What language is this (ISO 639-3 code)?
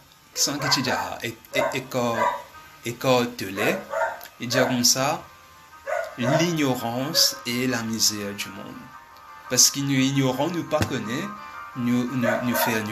mfe